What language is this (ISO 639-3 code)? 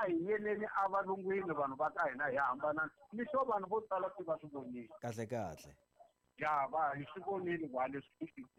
tso